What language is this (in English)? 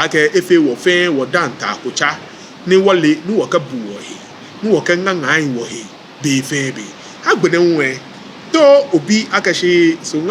Ga